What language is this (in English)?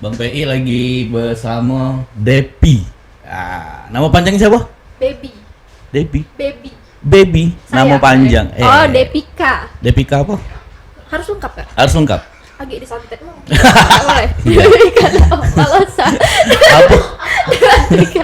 Musi